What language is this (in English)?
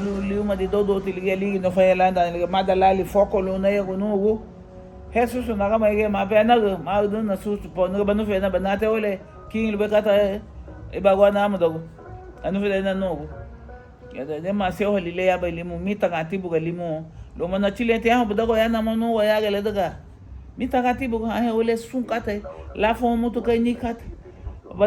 Garifuna